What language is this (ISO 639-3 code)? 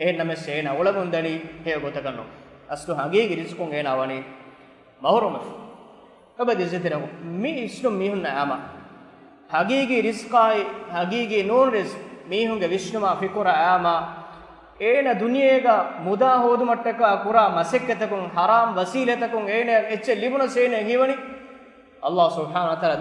div